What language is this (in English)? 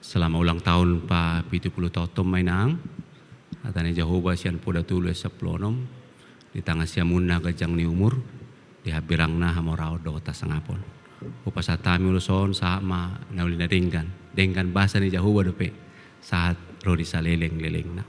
Batak Toba